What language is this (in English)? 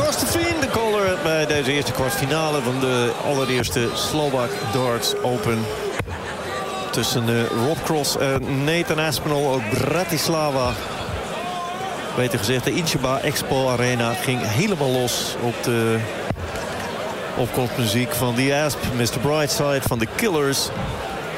Dutch